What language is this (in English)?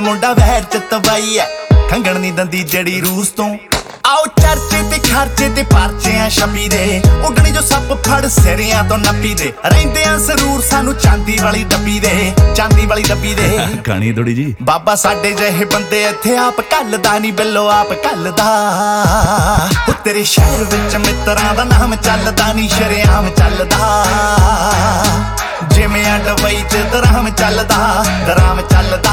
Punjabi